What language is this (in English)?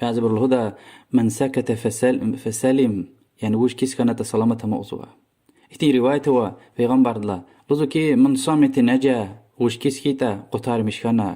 Lezghian